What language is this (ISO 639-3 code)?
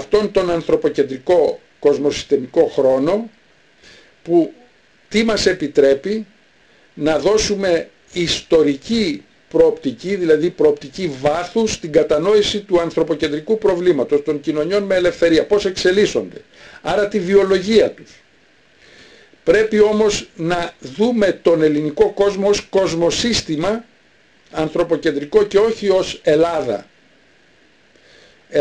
ell